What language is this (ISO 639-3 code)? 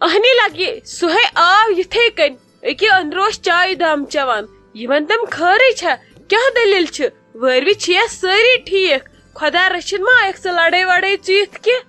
kas